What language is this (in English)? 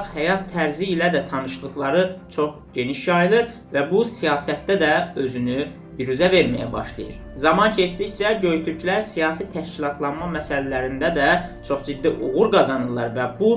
Azerbaijani